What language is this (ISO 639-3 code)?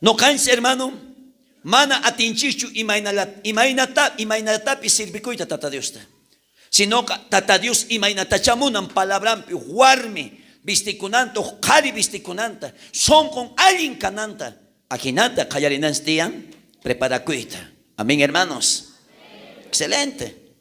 quh